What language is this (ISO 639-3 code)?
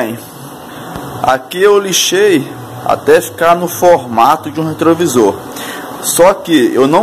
por